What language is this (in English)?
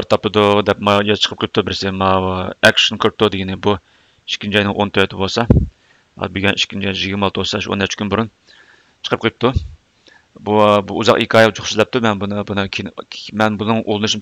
Uyghur